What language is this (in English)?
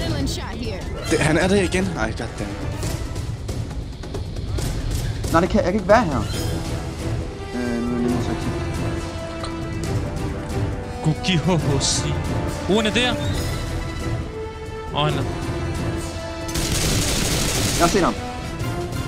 Danish